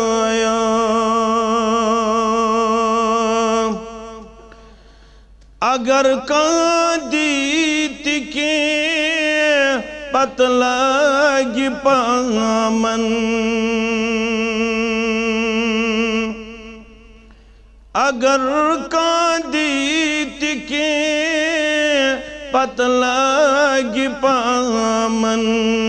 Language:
Kashmiri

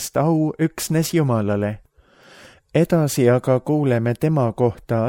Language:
Estonian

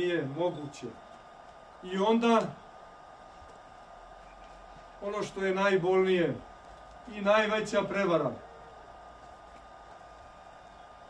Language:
Serbian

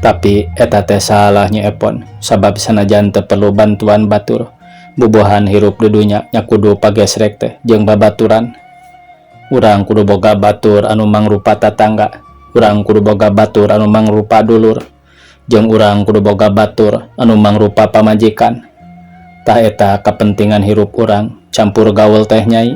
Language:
Sundanese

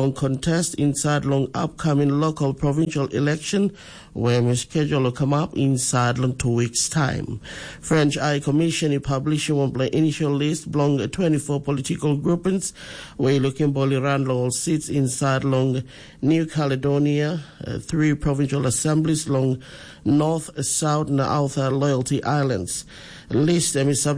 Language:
Tok Pisin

